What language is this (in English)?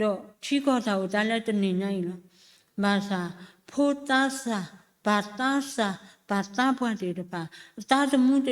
S'gaw Karen